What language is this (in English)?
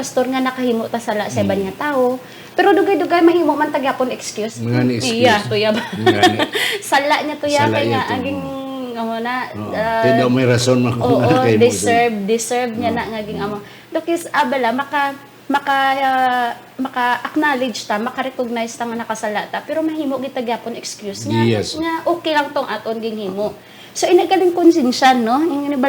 Hiligaynon